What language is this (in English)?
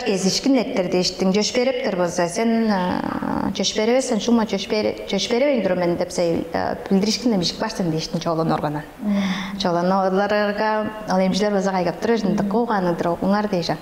Tuvinian